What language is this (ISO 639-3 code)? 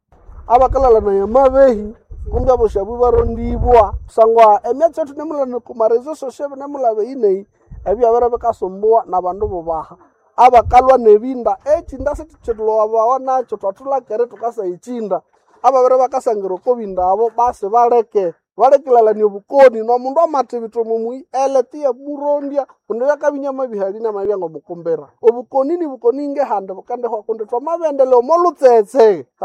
nnb